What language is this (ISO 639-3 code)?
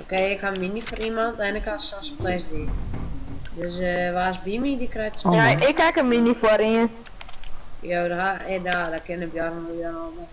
fry